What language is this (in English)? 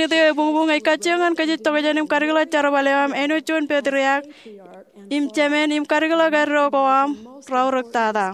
Marshallese